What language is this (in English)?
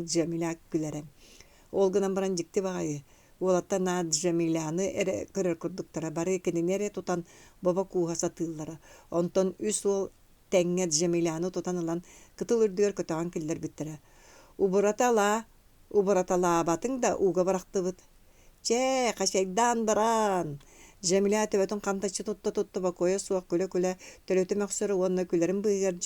Yakut